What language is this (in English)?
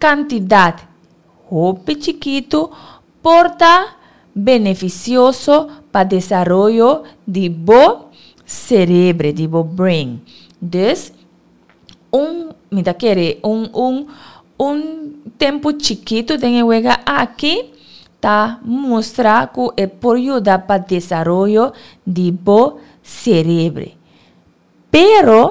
Papiamento